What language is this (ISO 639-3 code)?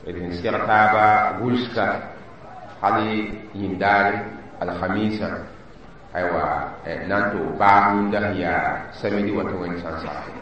mos